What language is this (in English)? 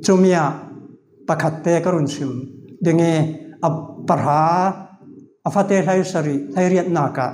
Falam Chin